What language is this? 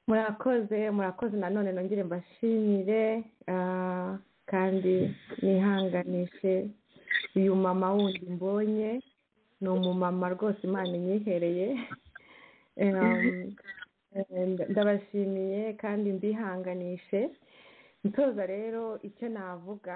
Kinyarwanda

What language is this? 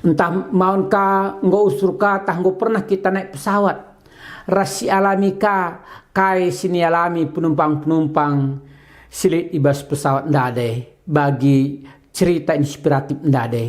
Batak Karo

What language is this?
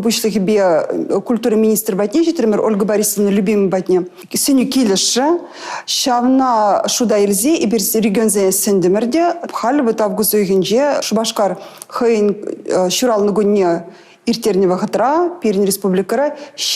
Chuvash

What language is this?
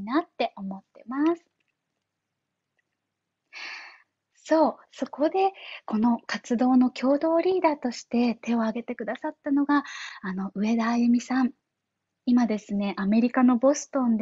Japanese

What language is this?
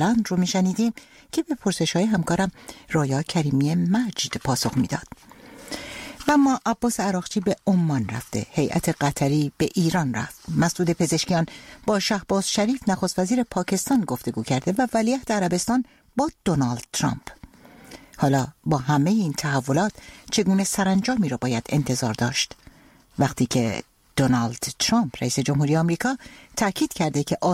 Persian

